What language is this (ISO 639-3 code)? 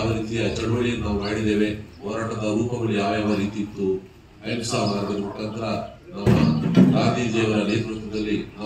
kan